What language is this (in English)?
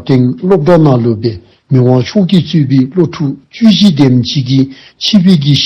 Dzongkha